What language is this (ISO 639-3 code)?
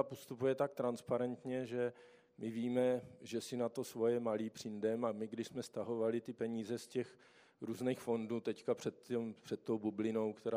ces